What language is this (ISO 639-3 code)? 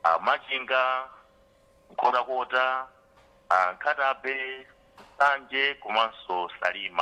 nya